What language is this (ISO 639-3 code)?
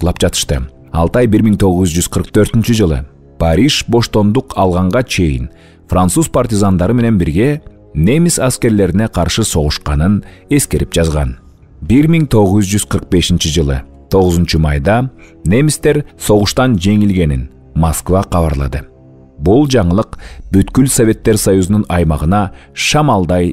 kir